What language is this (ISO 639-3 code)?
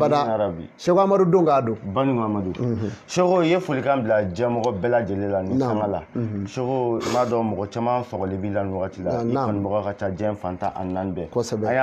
bam